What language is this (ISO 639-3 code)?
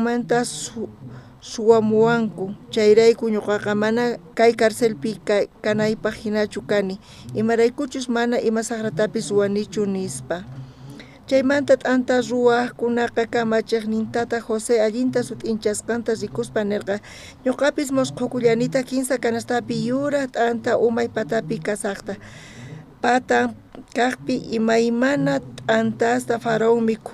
quh